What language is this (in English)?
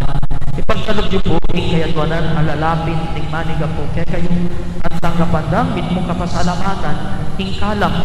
Pampanga